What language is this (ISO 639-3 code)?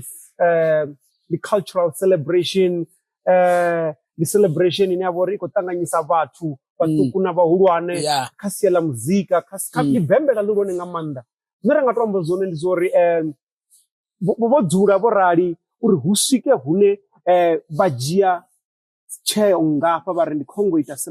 ven